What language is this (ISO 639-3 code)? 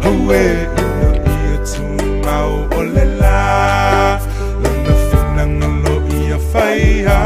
smo